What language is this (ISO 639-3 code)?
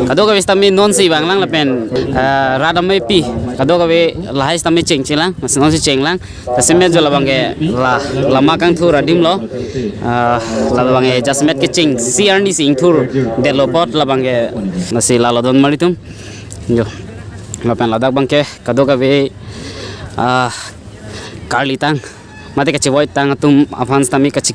mjw